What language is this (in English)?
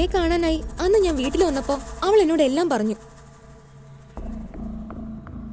Malayalam